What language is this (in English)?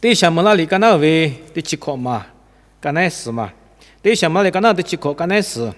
Lahu